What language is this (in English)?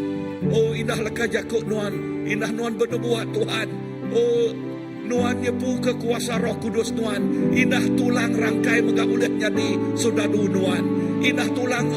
Iban